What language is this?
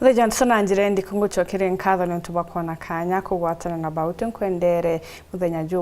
Meru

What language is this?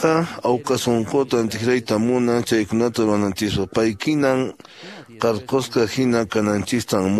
Quechua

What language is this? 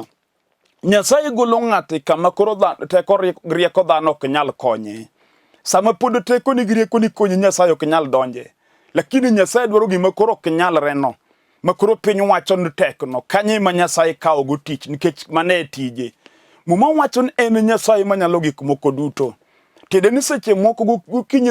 Luo (Kenya and Tanzania)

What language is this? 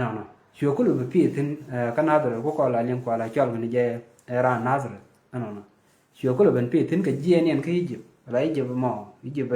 Nuer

